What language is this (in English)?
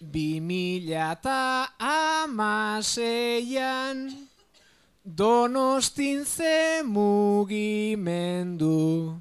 Basque